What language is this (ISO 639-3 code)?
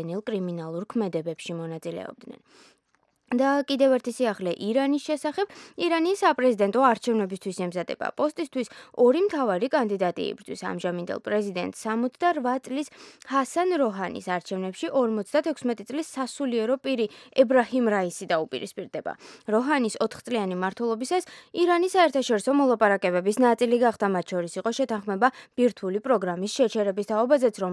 kat